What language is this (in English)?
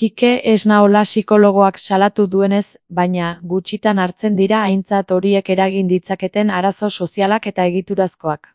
Basque